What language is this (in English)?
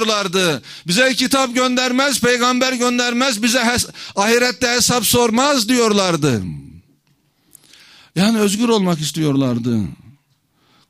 Turkish